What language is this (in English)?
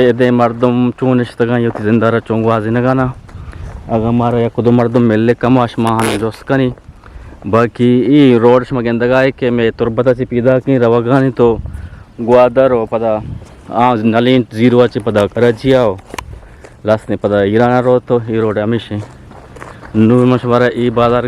Eastern Balochi